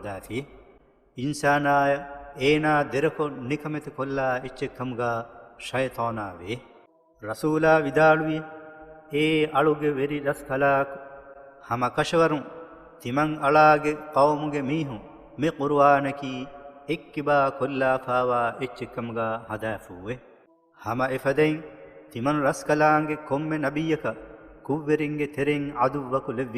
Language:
Divehi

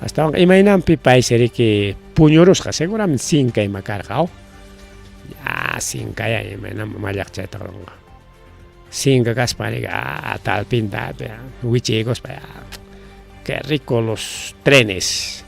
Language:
Ayacucho Quechua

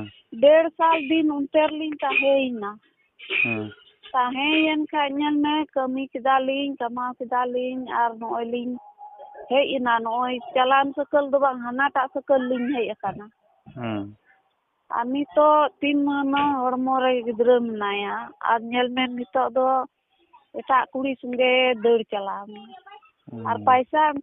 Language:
Santali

